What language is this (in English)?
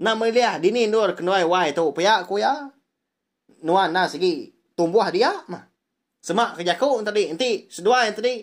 Iban